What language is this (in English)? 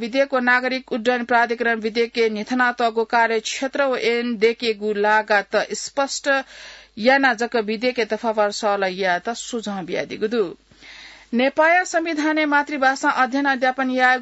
Newari